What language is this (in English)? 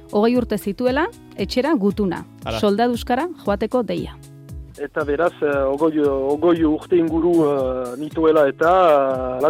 Basque